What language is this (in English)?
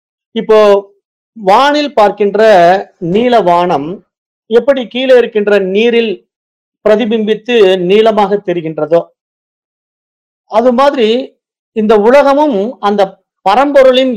Tamil